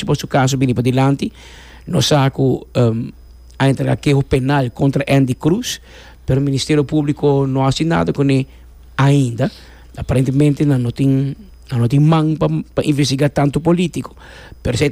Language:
Papiamento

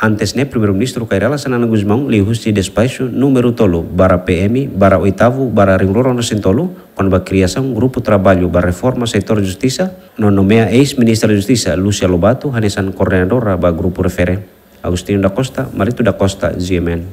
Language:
Tetum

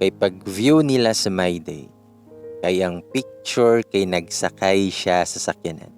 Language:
Cebuano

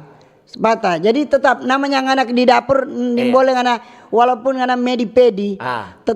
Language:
Manado Malay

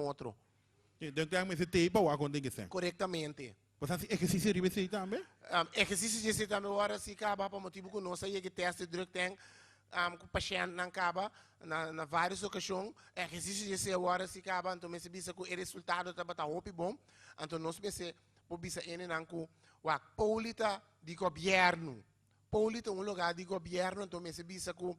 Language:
Papiamento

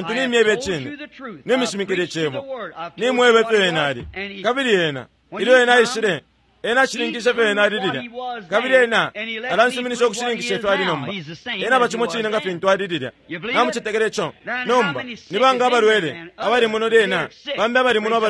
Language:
Bemba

